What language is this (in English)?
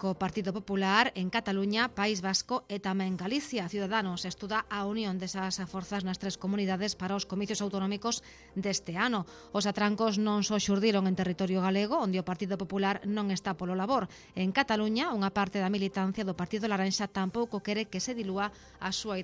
Galician